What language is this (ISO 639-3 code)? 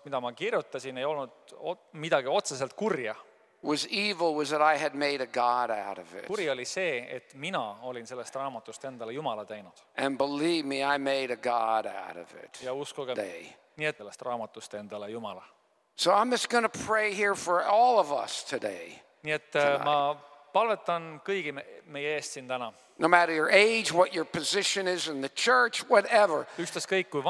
est